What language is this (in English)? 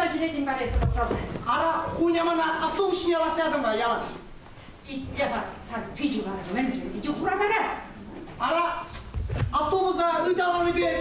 Chuvash